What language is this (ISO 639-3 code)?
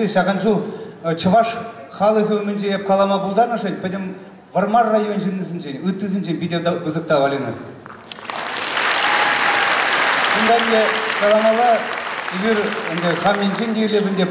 chv